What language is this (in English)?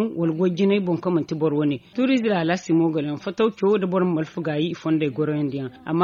Zarma